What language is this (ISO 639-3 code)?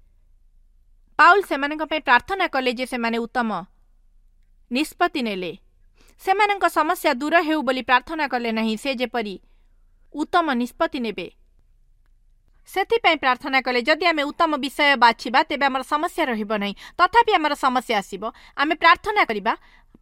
ori